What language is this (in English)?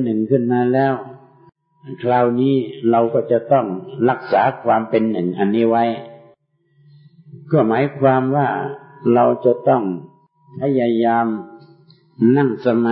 Thai